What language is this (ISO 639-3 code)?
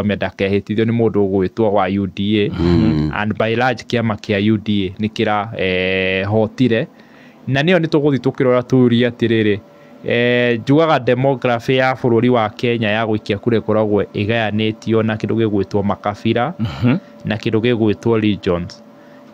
kik